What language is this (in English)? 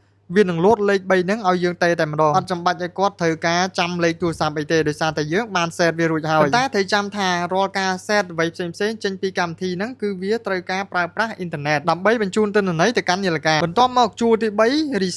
Khmer